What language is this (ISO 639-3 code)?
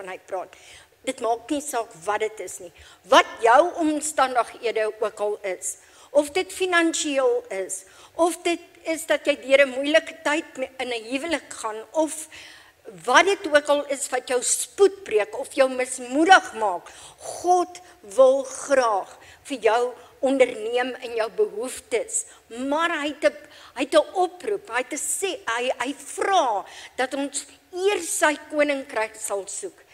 afr